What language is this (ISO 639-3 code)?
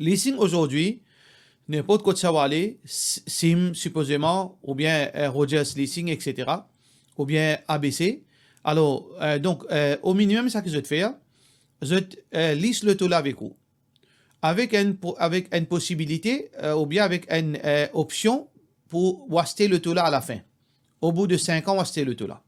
mfe